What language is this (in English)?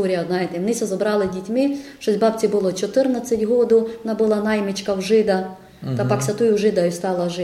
Ukrainian